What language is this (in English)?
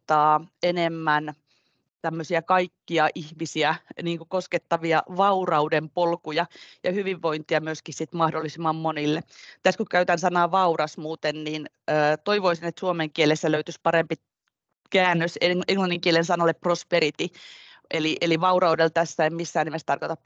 Finnish